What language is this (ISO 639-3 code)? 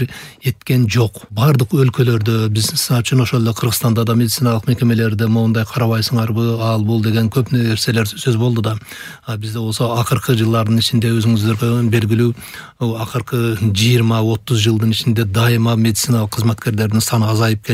kir